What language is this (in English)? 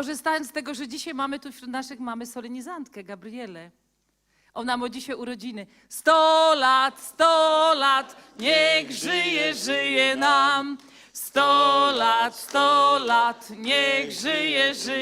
Silesian